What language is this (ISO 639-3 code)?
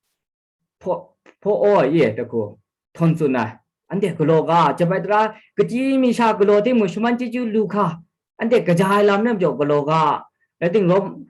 kac